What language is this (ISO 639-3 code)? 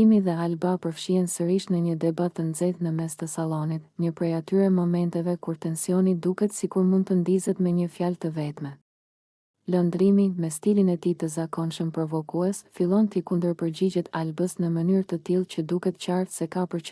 sqi